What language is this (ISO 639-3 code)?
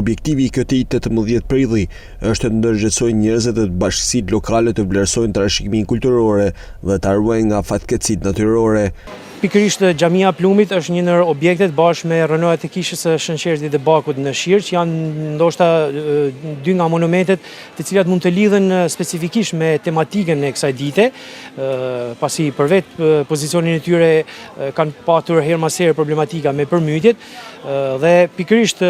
sqi